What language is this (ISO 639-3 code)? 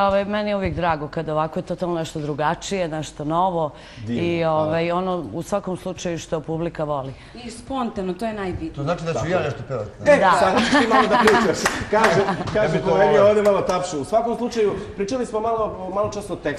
srp